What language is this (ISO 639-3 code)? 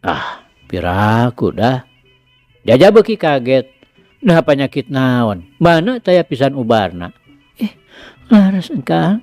sun